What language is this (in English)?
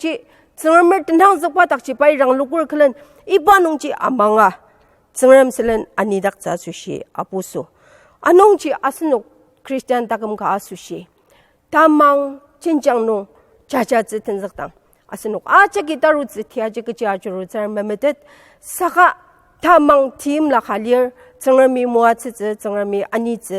Ao Naga